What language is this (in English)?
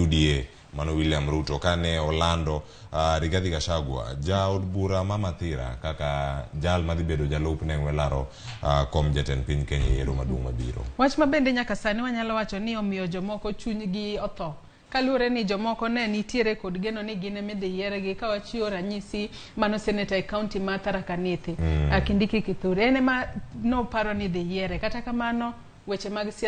Luo (Kenya and Tanzania)